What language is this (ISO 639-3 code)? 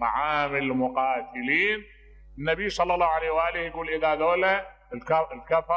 acm